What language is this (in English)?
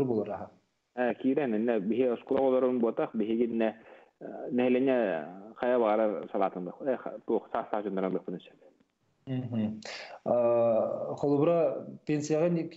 Yakut